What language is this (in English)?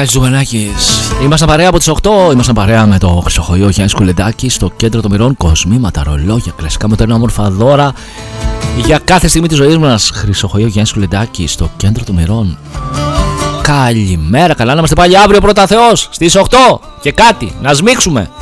Greek